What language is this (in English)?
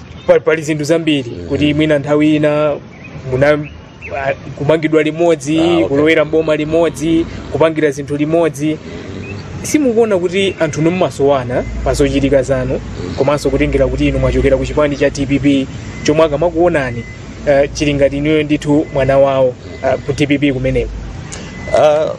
Nyanja